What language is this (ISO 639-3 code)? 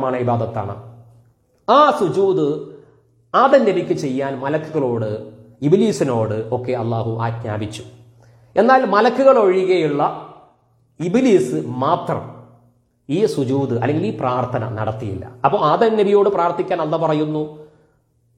mal